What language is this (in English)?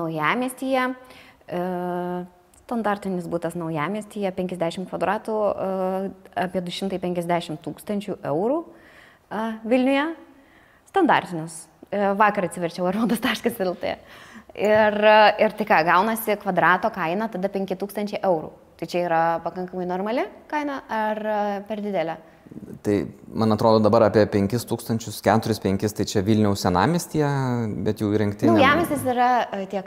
Lithuanian